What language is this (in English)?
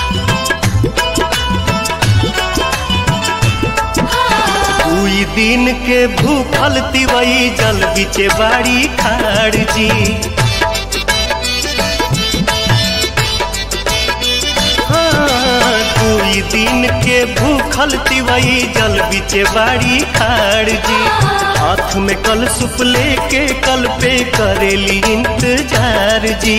Bhojpuri